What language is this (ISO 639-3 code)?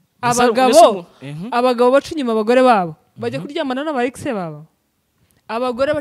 kin